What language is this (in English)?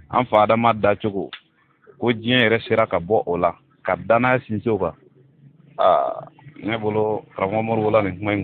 Bambara